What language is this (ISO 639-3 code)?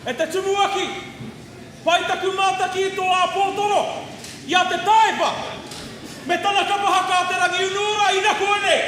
mri